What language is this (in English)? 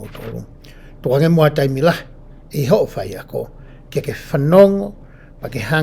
Tongan